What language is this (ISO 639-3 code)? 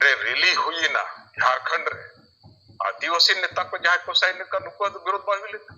sat